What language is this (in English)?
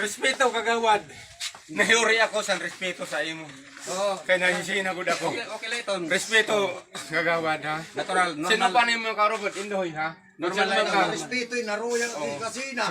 Waray